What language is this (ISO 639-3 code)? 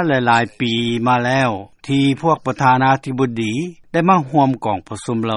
lao